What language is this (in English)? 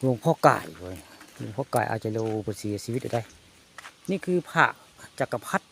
Northeastern Thai